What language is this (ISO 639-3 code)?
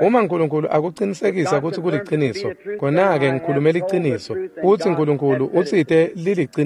ssw